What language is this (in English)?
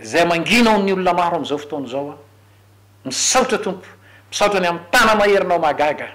Malagasy